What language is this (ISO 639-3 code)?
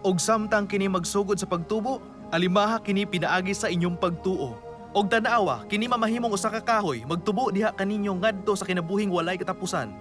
ceb